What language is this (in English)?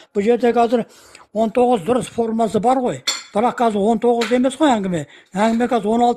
Kazakh